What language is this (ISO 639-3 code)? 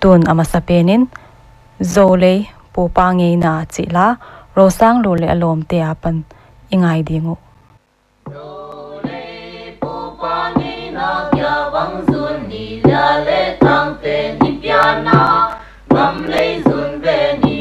pck